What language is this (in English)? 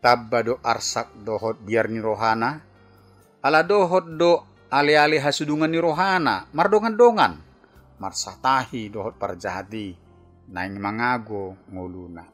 Batak Toba